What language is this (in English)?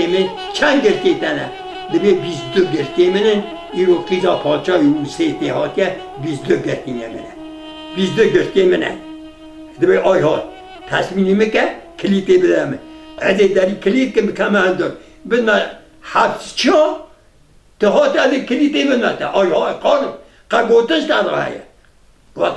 Kurdish